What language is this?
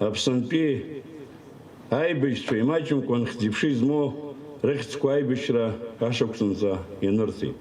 Abkhazian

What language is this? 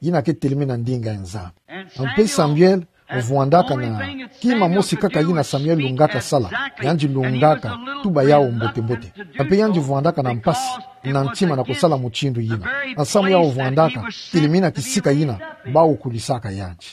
Kituba (Democratic Republic of Congo)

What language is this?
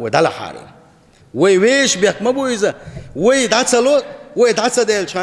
Chechen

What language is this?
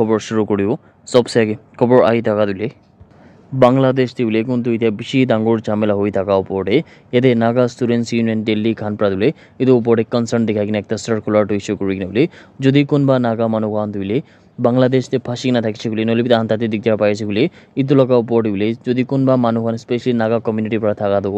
Naga Pidgin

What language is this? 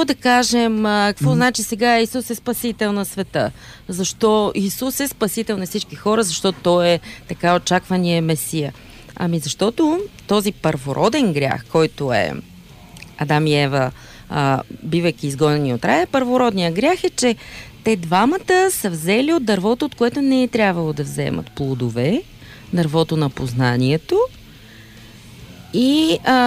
Bulgarian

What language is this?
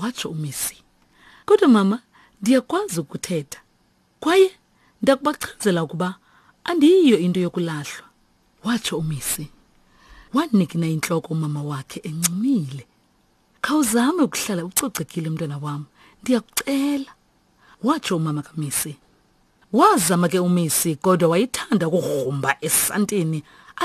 Xhosa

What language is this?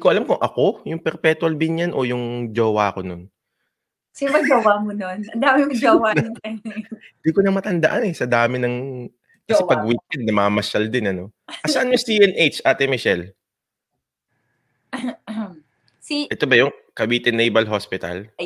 Filipino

